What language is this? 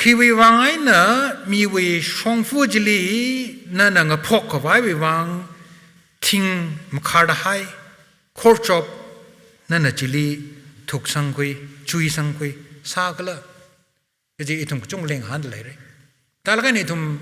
Tangkhul Naga (India)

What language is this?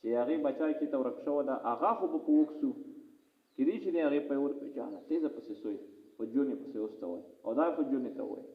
Pashto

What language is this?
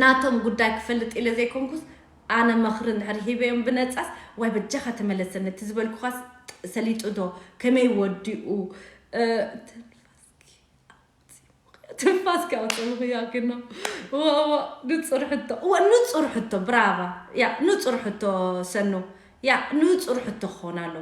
Tigrinya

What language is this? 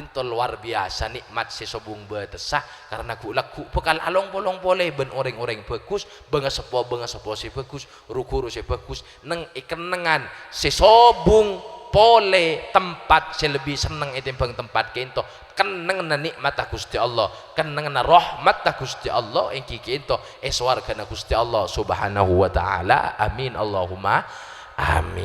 Madurese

